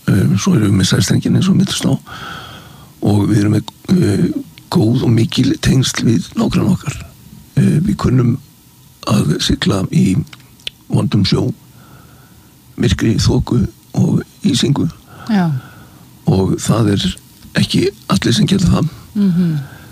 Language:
Icelandic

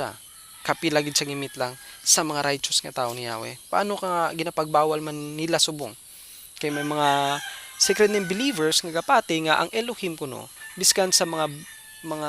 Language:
Hiligaynon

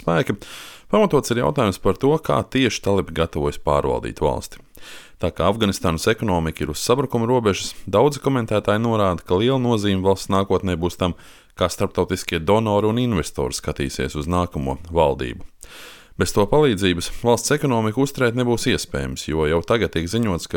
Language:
Latvian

